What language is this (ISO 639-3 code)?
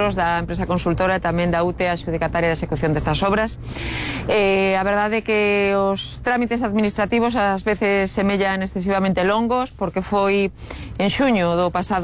glg